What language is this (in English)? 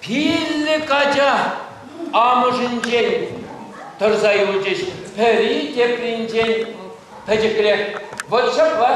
Chuvash